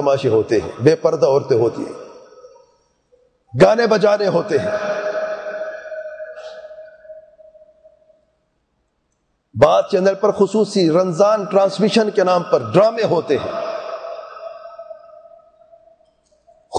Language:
Urdu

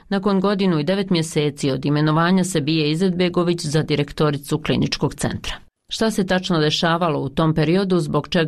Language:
Bosnian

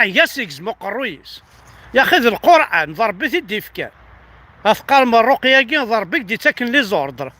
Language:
Kabyle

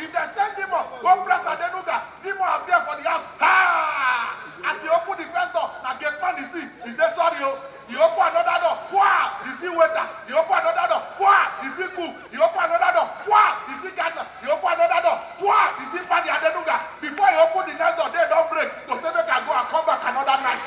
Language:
Nigerian Pidgin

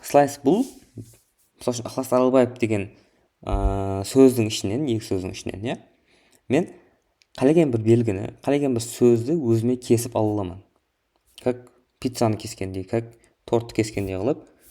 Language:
Kara-Kalpak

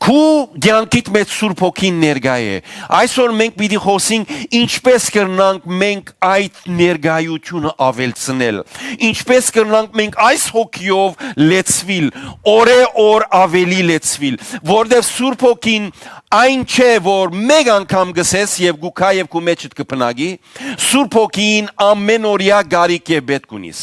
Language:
Western Armenian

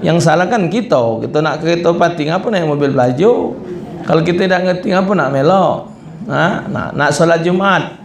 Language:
Musi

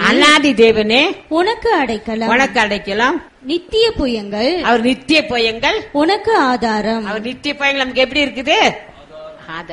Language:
Tamil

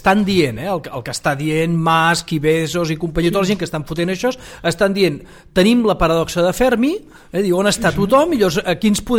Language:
Catalan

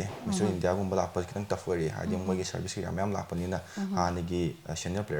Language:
Manipuri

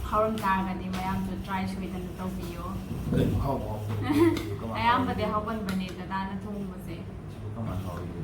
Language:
Manipuri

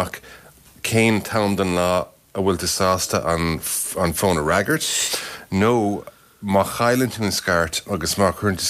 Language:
Irish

